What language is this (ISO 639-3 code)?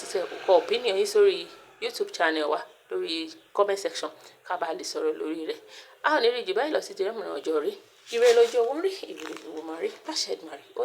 yor